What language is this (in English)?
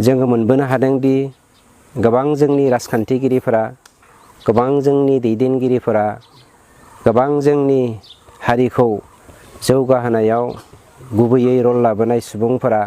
Bodo